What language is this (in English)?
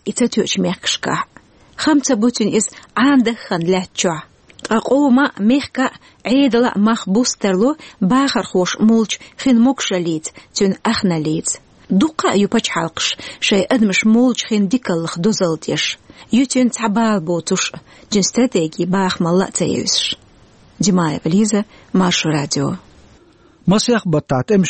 Chechen